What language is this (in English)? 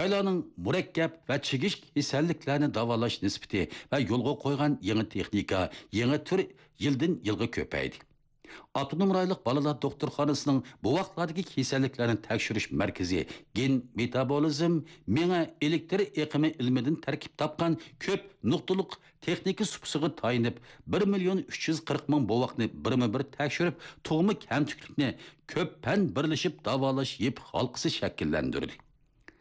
Uyghur